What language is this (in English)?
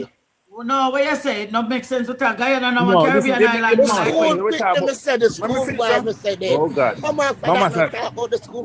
Jamaican Creole English